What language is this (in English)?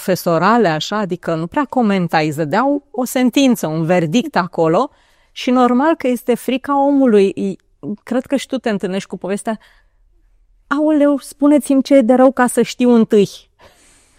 Romanian